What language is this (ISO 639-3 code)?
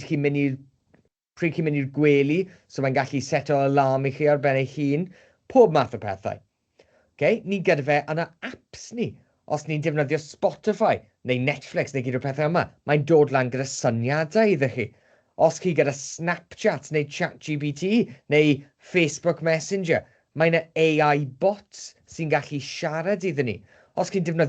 cym